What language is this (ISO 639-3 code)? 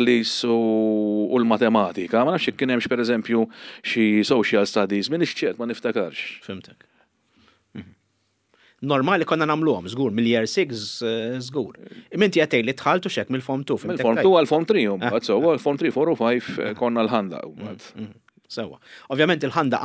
mlt